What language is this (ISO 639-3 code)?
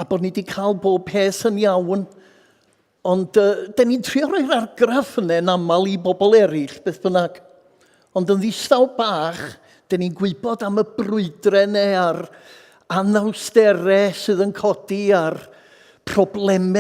cym